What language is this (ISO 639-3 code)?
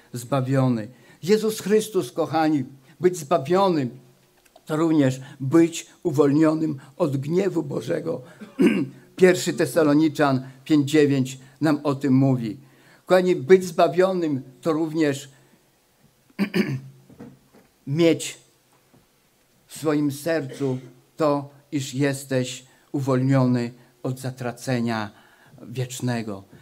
pol